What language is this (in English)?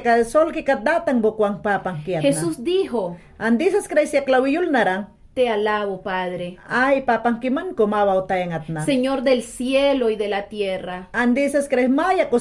Mayangna